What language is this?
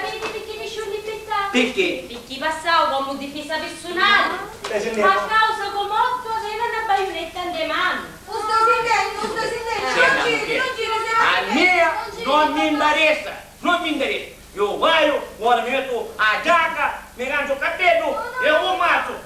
Sicilian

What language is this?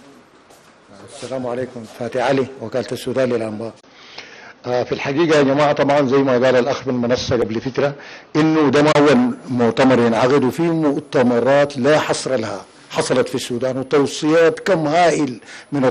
Sudanese Arabic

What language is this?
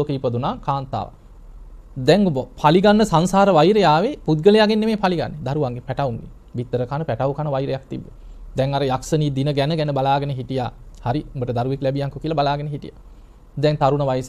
Sinhala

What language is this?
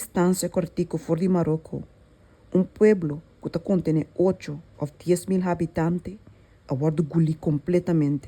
Papiamento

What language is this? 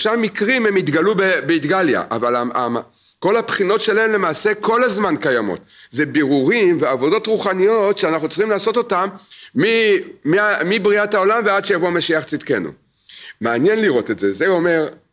Hebrew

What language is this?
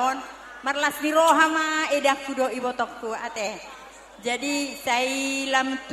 Batak Toba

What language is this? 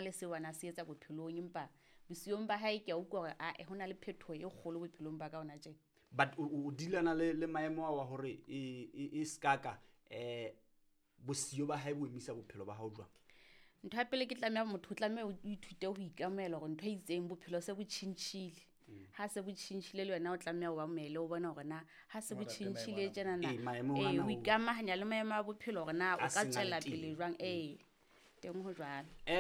Southern Sotho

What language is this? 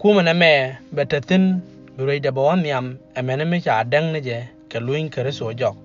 Nuer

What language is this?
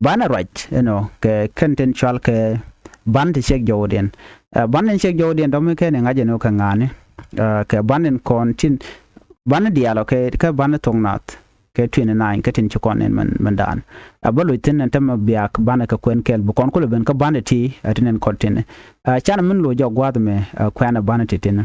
Nuer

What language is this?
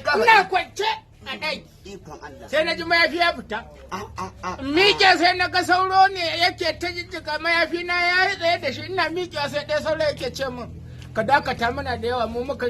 Hausa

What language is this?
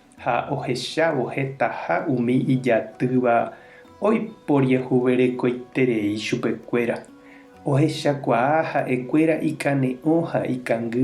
Guarani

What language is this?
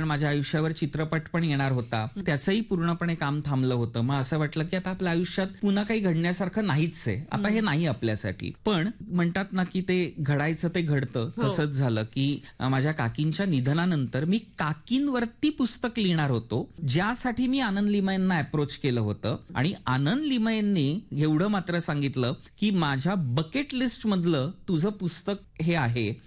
Marathi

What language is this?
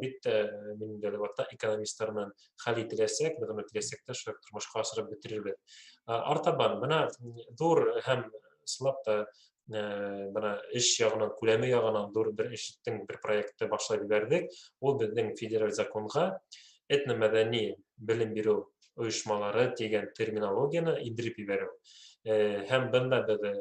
Bashkir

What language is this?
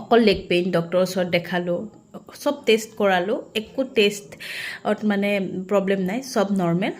Assamese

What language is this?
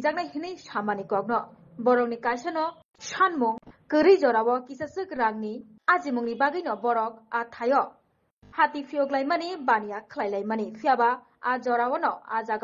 Kok Borok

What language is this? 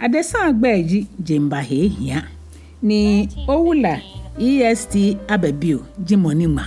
Ga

